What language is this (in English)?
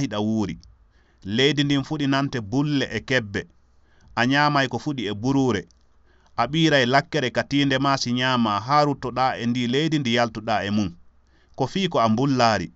Fula